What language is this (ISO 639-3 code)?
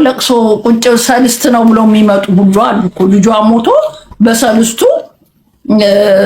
amh